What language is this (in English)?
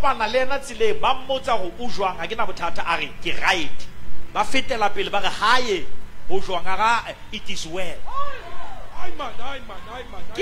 Southern Sotho